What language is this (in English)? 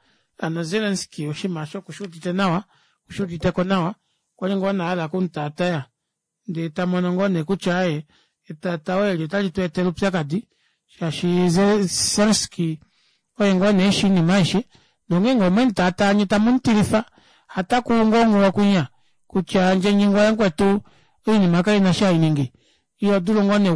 Kuanyama